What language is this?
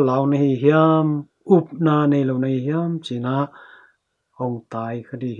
Tedim Chin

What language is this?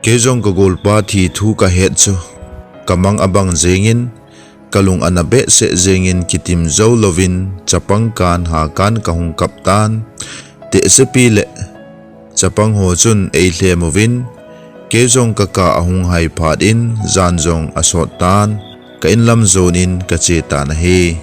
Thado Chin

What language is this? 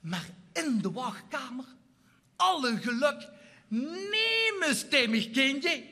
Limburgish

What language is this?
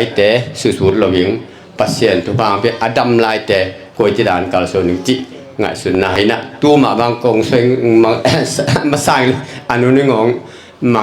Tedim Chin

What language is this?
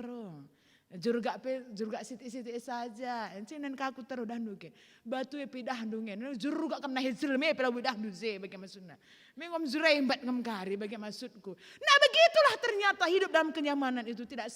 Batak Karo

